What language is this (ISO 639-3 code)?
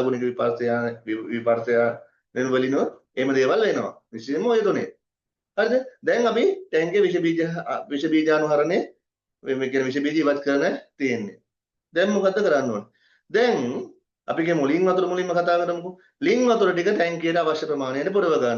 sin